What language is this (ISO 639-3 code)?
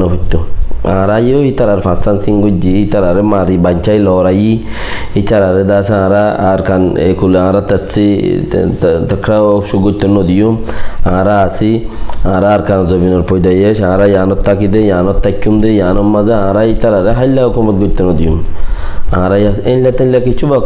rhg